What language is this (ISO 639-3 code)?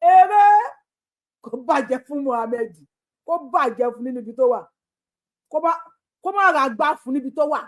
yor